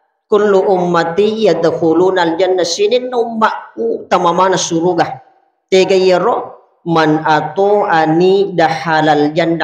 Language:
Buginese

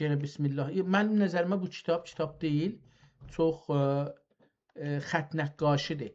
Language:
South Azerbaijani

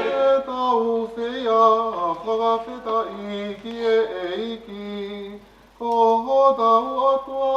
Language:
Tongan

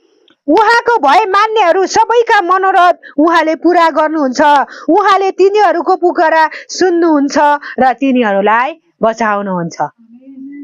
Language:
Nepali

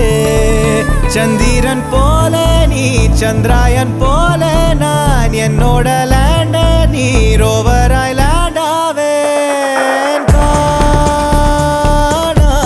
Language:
Tamil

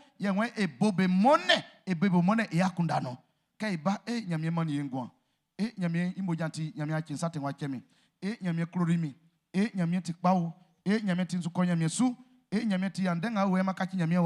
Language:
Baoulé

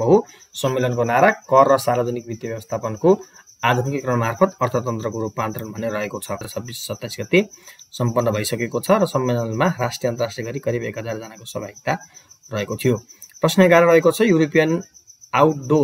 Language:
Nepali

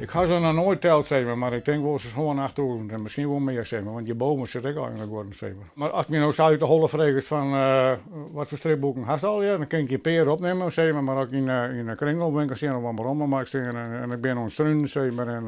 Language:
Western Frisian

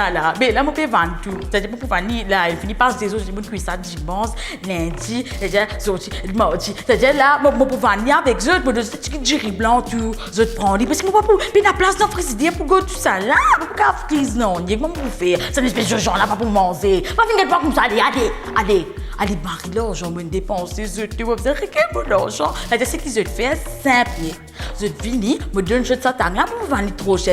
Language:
Morisyen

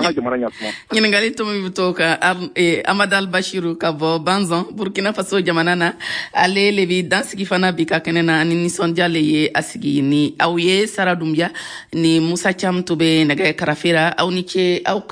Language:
Bambara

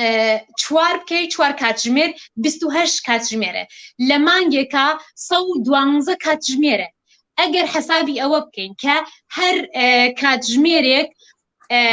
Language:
Central Kurdish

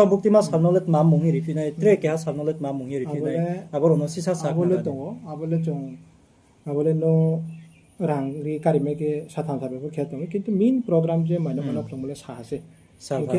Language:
Riang (India)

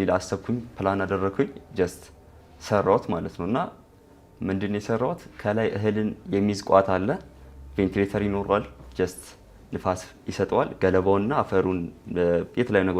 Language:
Amharic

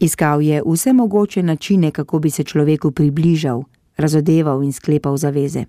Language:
Slovenian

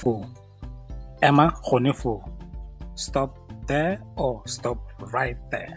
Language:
Tswana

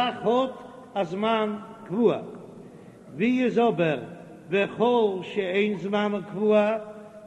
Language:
Yiddish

